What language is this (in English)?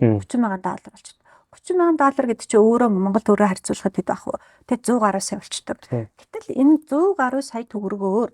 Mongolian